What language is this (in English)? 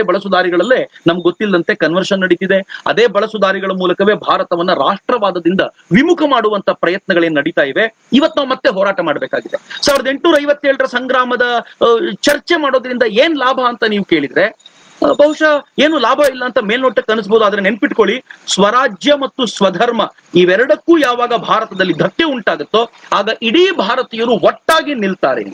Kannada